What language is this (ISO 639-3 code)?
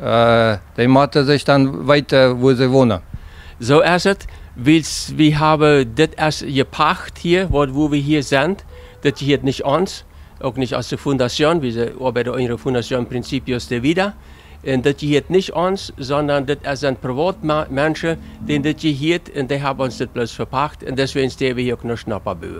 pdt